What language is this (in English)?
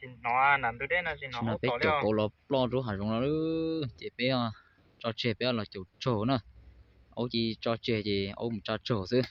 Hmong